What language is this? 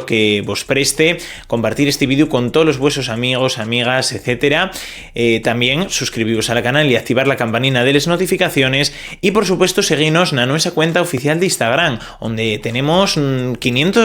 Asturian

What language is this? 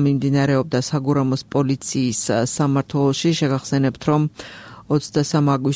Georgian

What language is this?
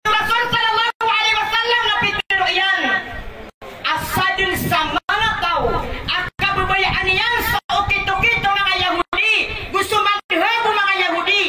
Maranao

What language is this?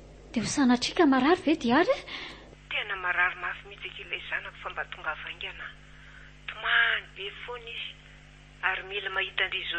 Malagasy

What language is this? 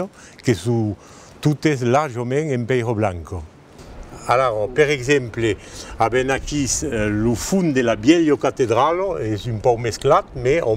Occitan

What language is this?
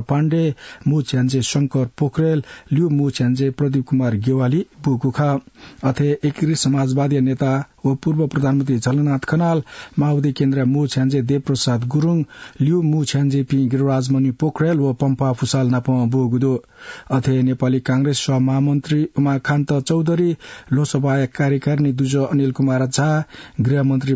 Newari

